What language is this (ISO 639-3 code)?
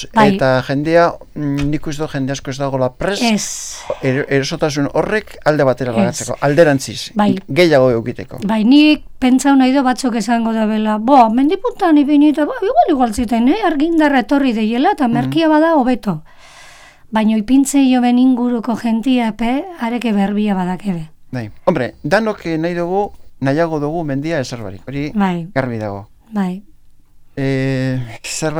eus